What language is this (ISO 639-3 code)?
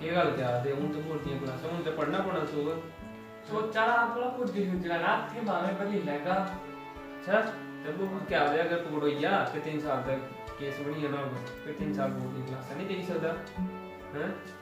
doi